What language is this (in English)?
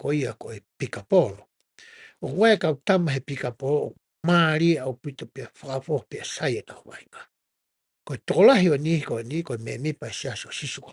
Tongan